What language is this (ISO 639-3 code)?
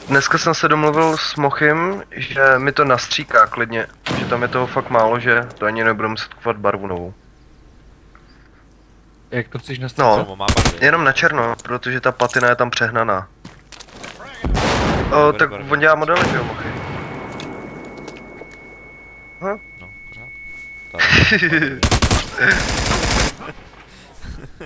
ces